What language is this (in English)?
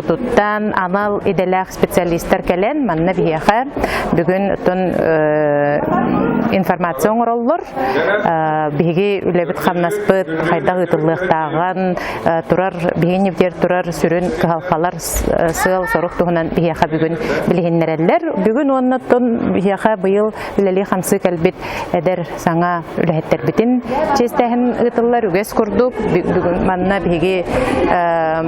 Yakut